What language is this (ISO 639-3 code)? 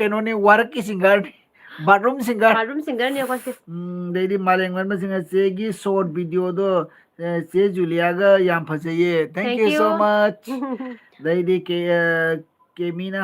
mni